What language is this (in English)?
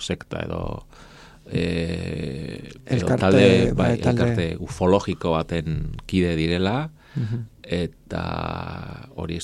Basque